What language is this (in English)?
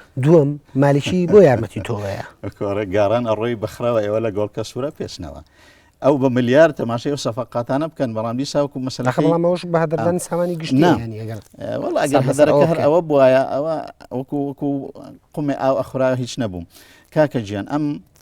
Central Kurdish